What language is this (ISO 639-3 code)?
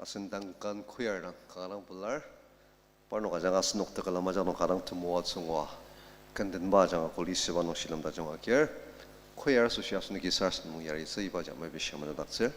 njo